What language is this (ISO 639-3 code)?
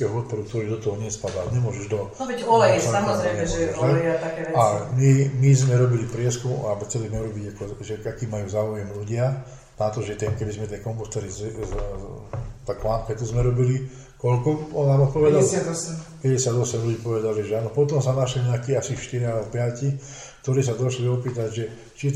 slk